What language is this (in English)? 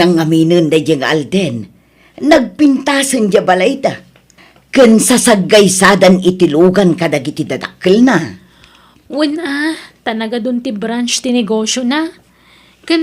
Iloko